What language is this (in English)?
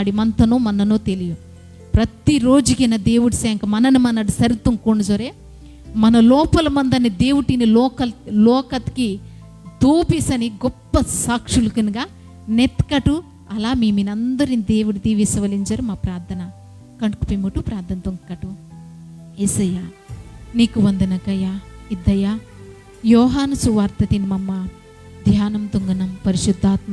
Koya